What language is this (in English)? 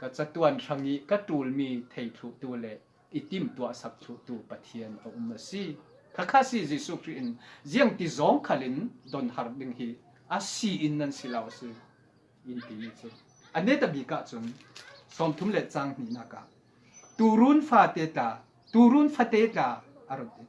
Falam Chin